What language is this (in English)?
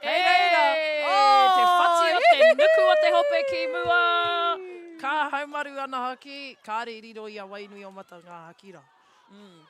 Māori